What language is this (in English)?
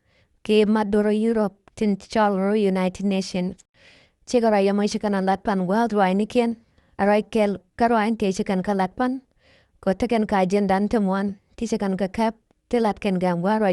Nuer